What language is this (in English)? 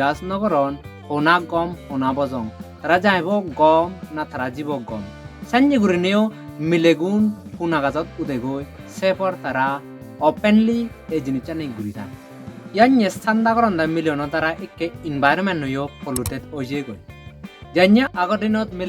Chakma